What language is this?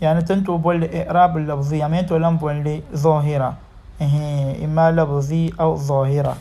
Dagbani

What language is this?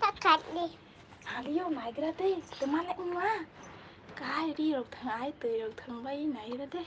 Kok Borok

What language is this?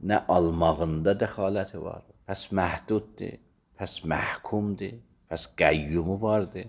Azerbaijani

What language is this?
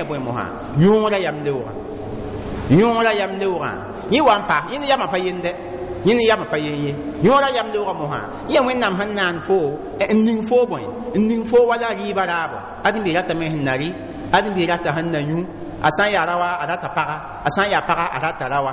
Mossi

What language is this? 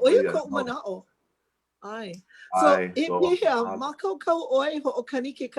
Hawaiian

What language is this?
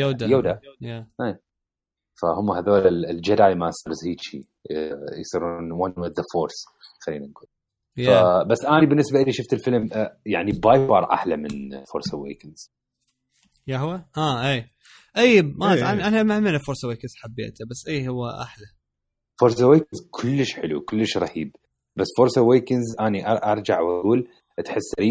Mesopotamian Arabic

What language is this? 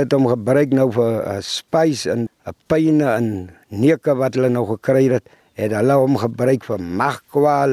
Afrikaans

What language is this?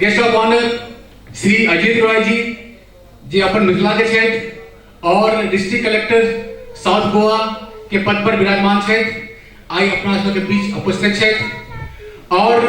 Maithili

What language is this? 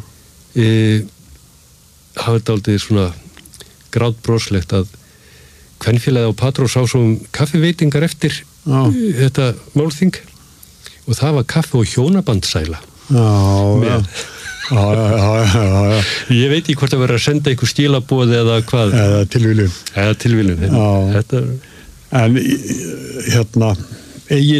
Icelandic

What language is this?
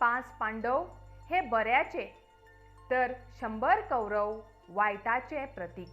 Konkani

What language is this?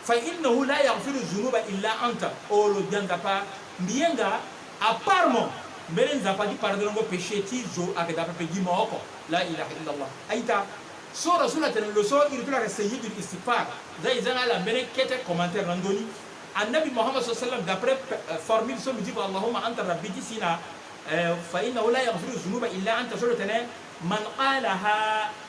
Sango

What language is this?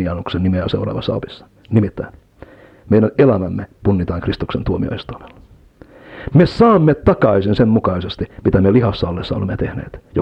Finnish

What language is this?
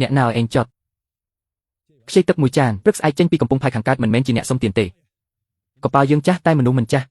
Khmer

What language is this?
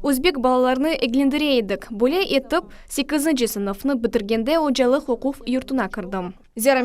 Crimean Tatar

